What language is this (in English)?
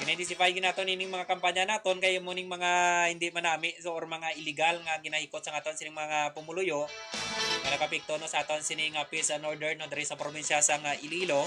Hiligaynon